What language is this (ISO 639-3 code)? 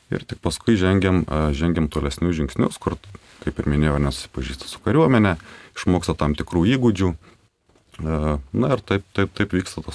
lit